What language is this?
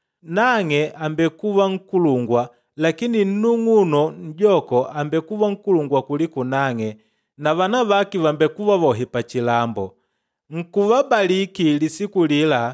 Makonde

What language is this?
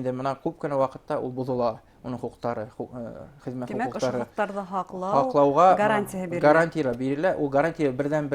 Bashkir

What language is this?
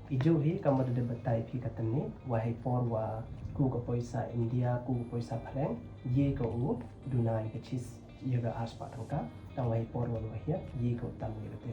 Pnar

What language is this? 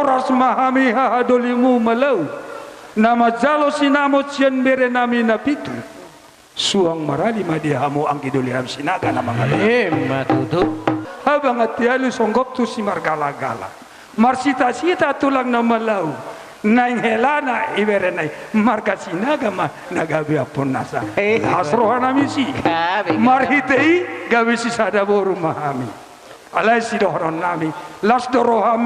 Batak Toba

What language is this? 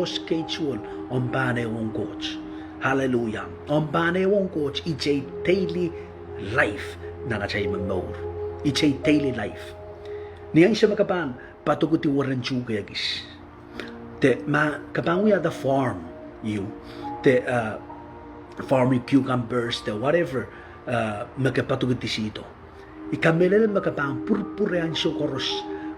Pohnpeian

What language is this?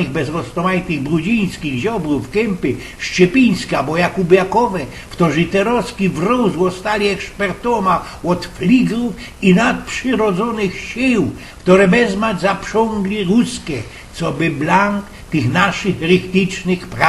Silesian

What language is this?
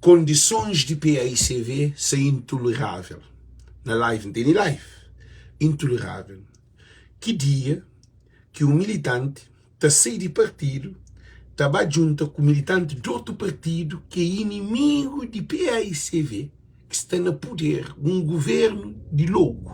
Kabuverdianu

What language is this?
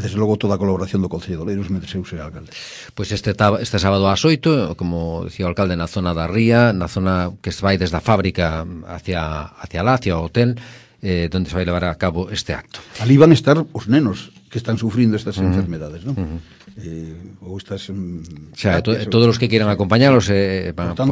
Galician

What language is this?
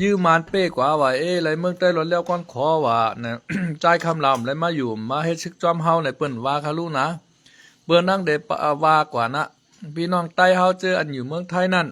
Shan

